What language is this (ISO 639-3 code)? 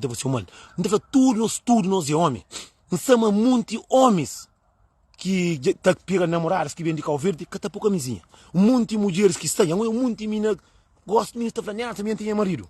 kea